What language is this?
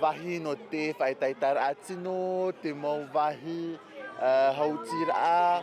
Tahitian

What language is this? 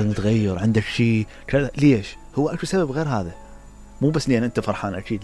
Mesopotamian Arabic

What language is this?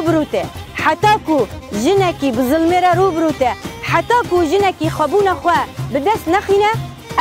Kurdish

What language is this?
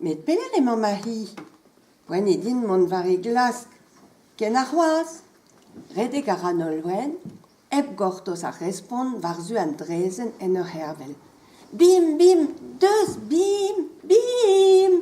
Breton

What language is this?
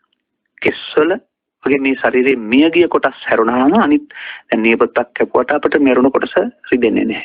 Sinhala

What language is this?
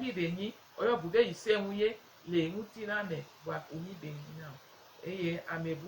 Gen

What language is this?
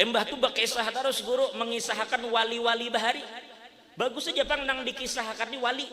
Banjar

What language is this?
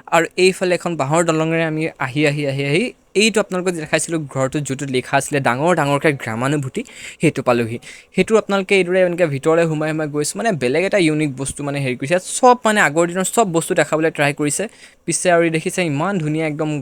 Assamese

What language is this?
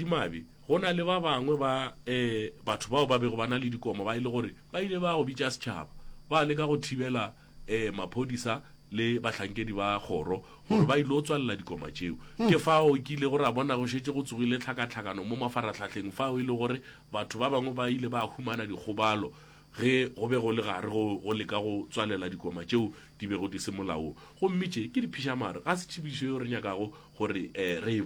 Northern Sotho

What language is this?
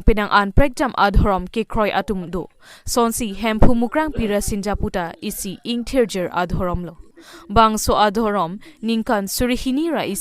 Karbi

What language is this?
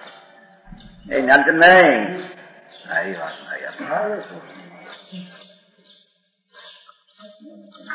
Gujarati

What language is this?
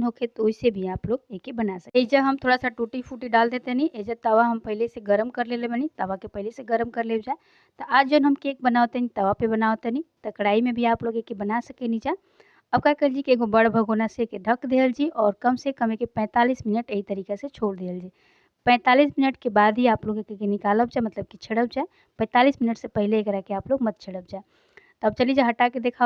Bhojpuri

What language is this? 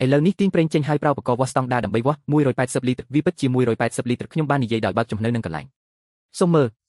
Khmer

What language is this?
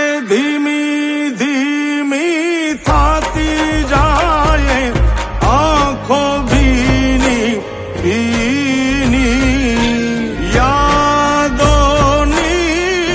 Gujarati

